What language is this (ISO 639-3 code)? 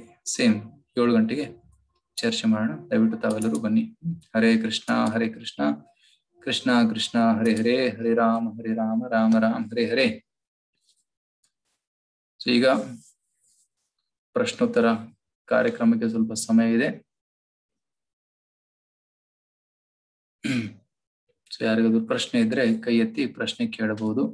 kan